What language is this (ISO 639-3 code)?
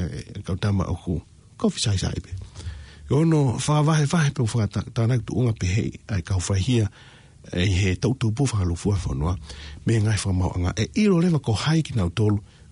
ton